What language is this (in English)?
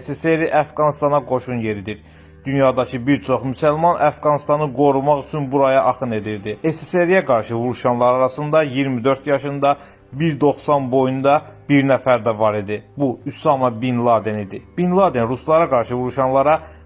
Azerbaijani